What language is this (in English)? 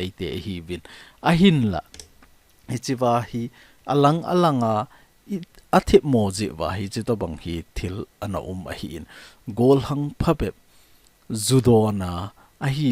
Thado Chin